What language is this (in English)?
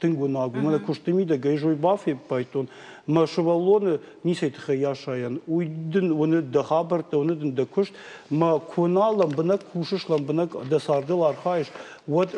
Ossetic